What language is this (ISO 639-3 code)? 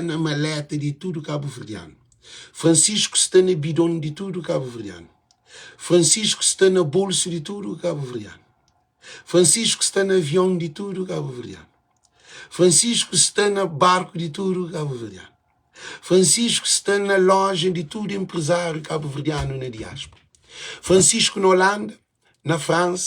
kea